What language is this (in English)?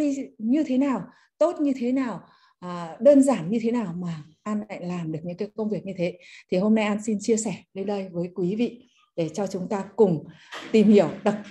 Vietnamese